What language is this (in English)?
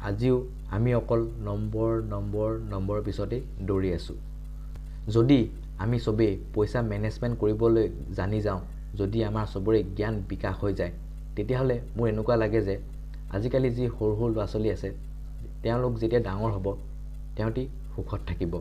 Assamese